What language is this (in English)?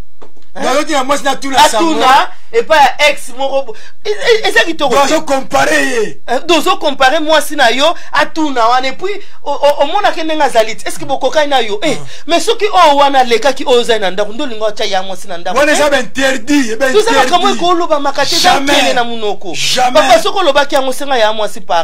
Lingala